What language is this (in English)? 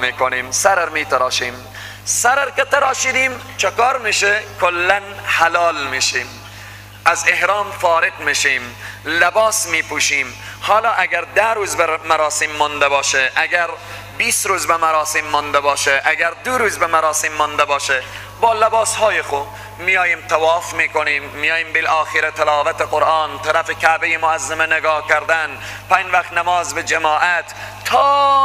Persian